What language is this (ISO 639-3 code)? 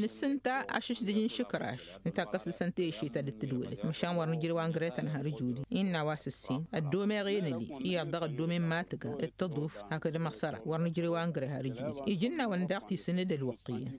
taq